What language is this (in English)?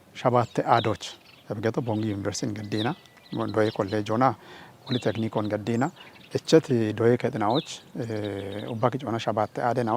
Kafa